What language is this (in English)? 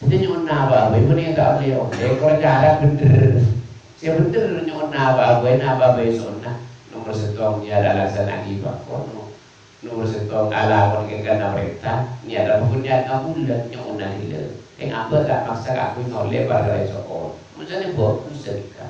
Madurese